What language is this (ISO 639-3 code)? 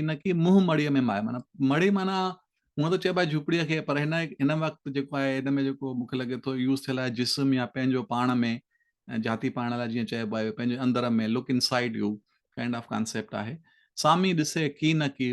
snd